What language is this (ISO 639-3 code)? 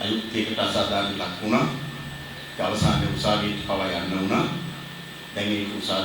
sin